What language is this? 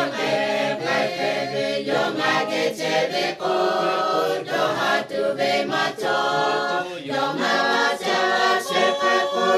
Lahu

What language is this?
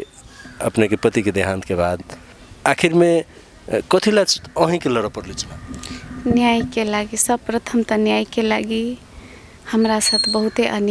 Maithili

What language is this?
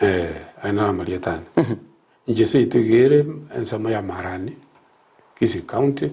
Gusii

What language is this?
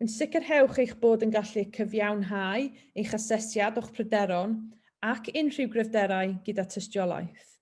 Welsh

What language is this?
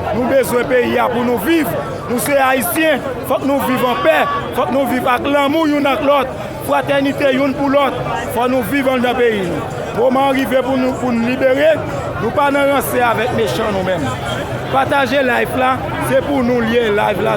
Haitian Creole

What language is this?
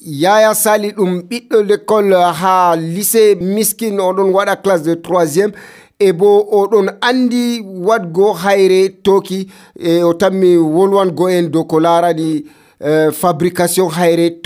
Nigerian Fulfulde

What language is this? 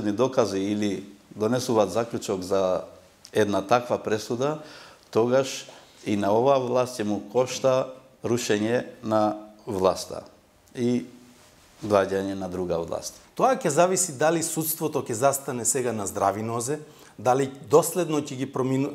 Macedonian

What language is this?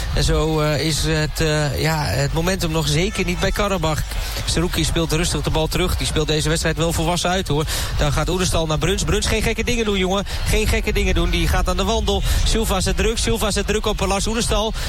Dutch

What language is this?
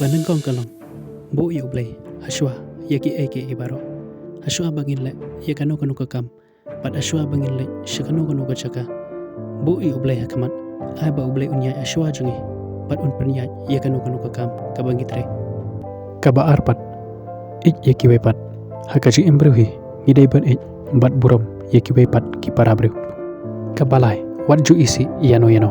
Khasi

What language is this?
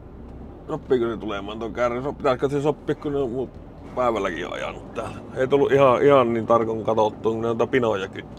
Finnish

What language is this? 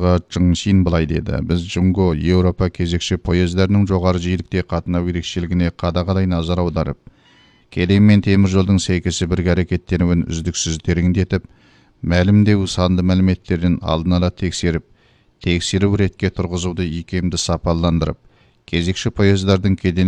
Kazakh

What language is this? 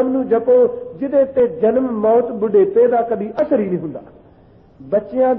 Punjabi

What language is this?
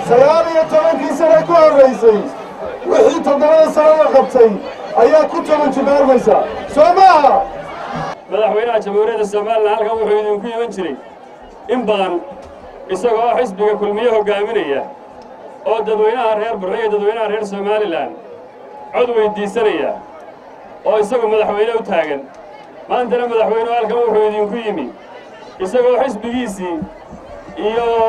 Somali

